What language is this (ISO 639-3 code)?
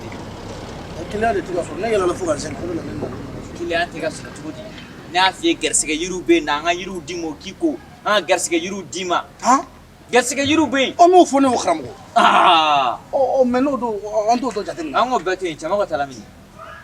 bam